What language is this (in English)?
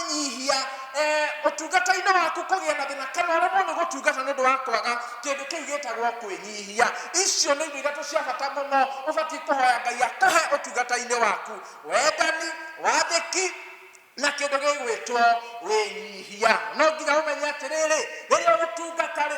Kikuyu